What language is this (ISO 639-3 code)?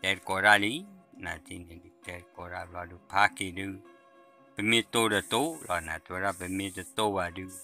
ksw